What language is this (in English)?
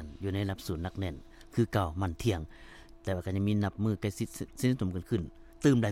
Lao